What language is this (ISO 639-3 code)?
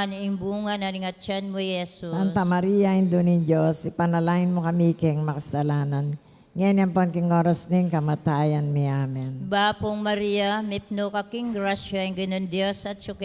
pam